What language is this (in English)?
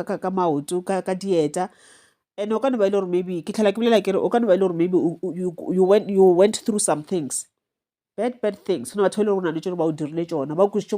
Northern Sotho